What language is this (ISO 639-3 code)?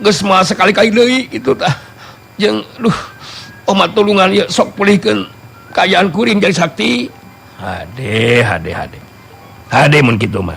sun